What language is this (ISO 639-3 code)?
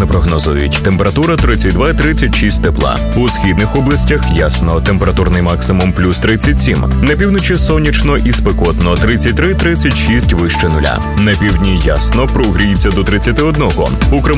ukr